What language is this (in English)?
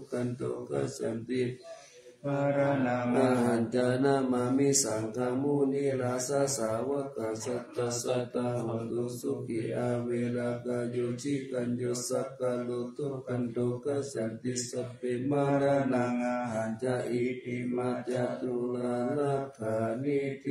Pali